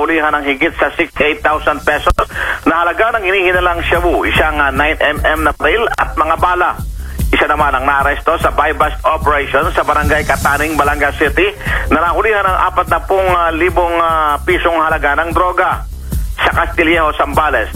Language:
Filipino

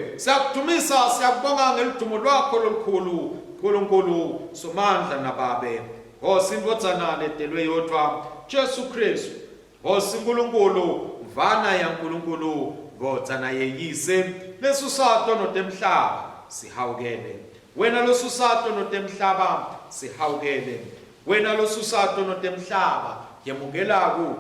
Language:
Swati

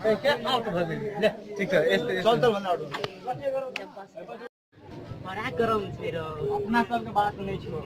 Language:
Maithili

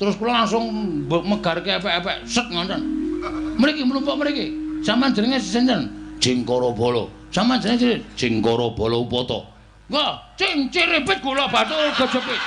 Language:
Javanese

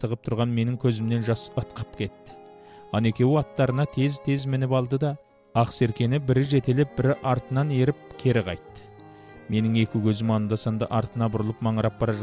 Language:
Kazakh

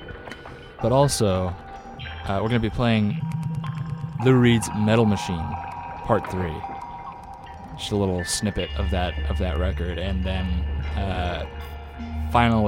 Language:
English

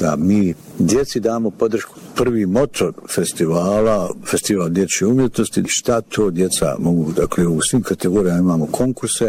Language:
Bosnian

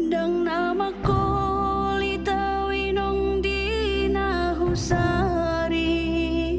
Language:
Batak Toba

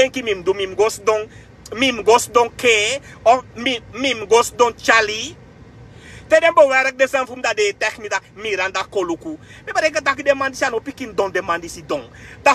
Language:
Sranan Tongo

